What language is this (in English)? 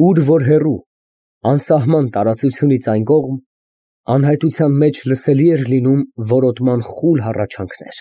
Armenian